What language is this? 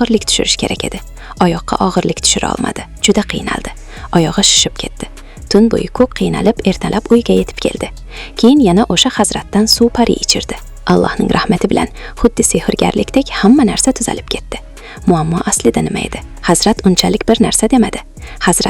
Uzbek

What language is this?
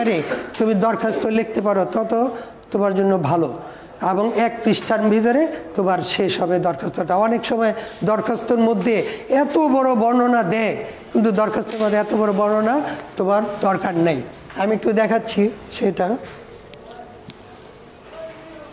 Bangla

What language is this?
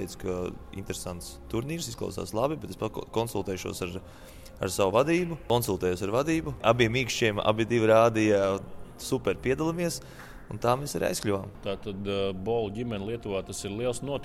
Latvian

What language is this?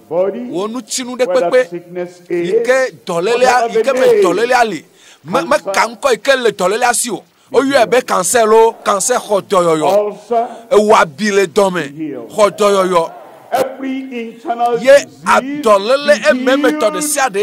Ewe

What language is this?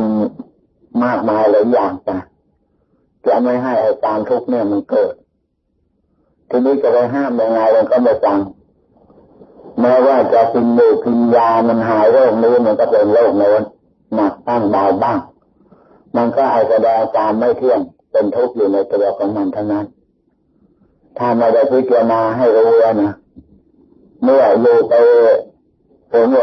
Thai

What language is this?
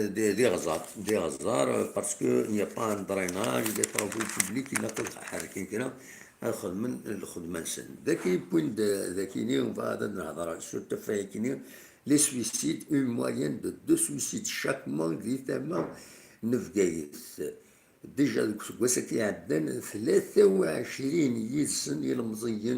Kabyle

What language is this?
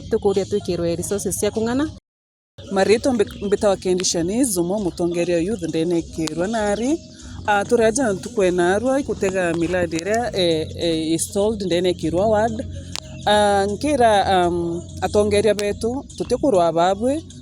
Meru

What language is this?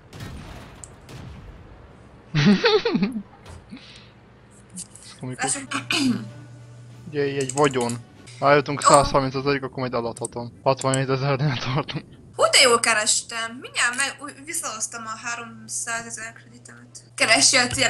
Hungarian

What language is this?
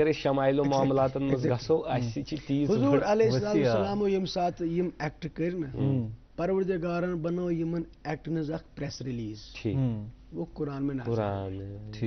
Kashmiri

